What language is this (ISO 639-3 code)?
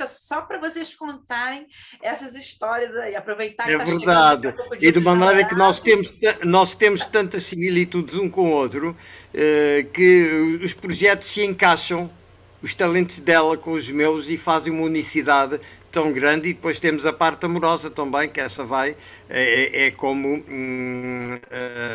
por